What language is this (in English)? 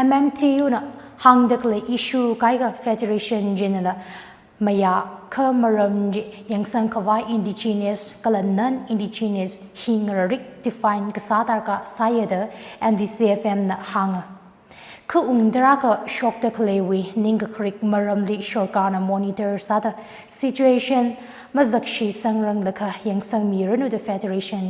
Tangkhul Naga (India)